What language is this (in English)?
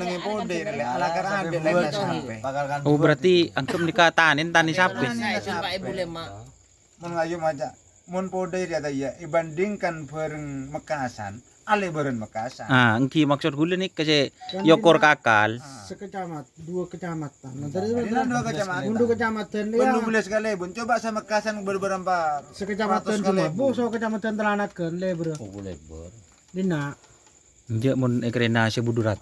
Madurese